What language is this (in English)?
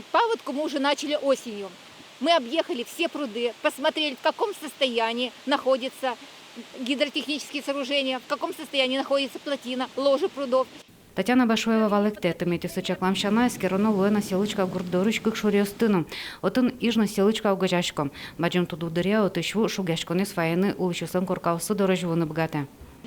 Udmurt